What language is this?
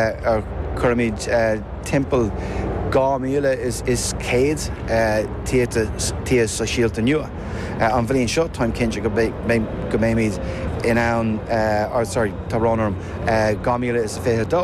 Irish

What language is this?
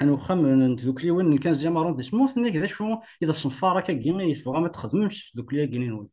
Kabyle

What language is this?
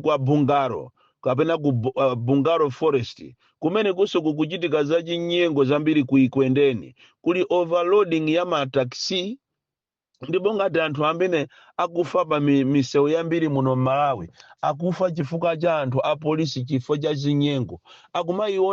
Nyanja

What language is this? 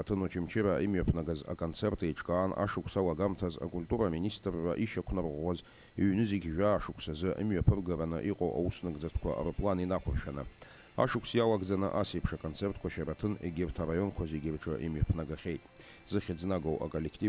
Abkhazian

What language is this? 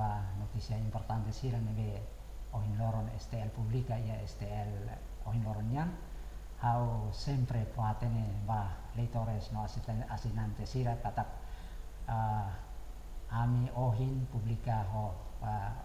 Tetum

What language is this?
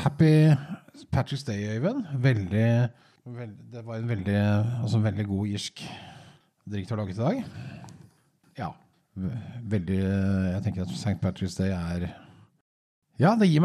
Norwegian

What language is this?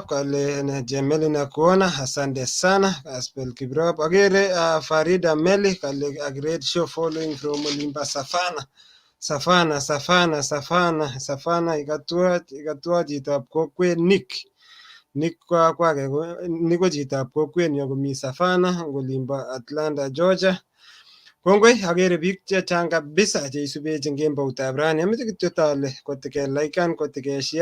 Kalenjin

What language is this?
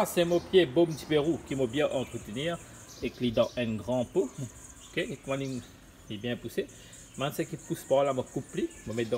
Morisyen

